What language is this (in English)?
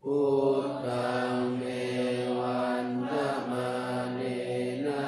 Pali